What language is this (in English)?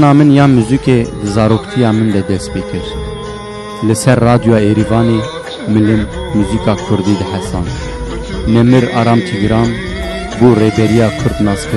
Kurdish